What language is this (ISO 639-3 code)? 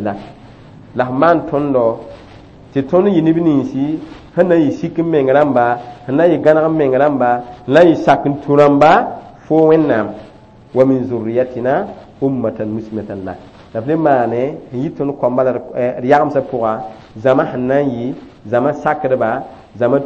mos